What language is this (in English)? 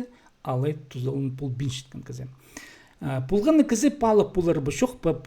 Khakas